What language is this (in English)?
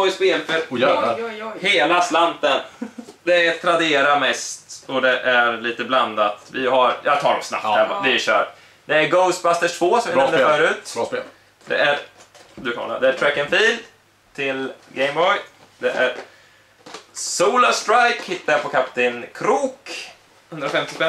Swedish